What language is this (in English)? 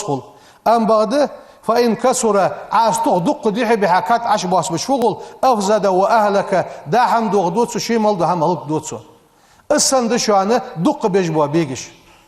Ingush